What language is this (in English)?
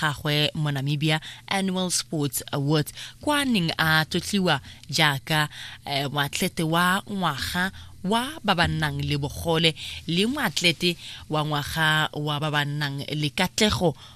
Tswana